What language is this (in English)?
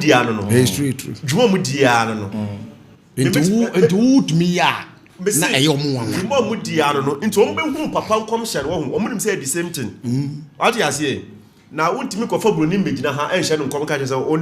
Akan